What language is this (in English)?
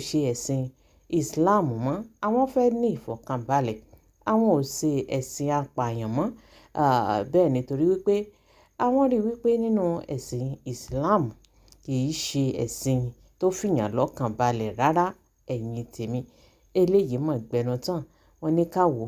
Yoruba